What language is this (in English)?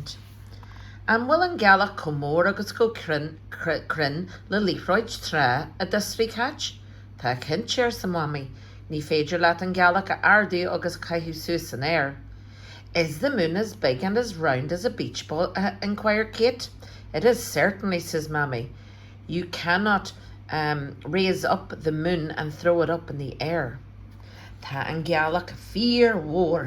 Irish